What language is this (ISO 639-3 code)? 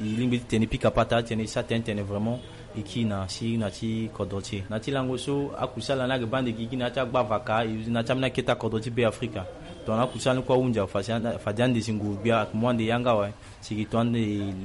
sag